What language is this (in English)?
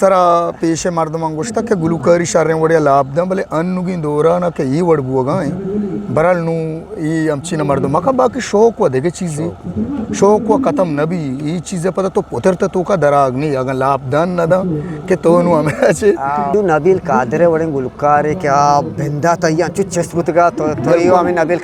Eastern Balochi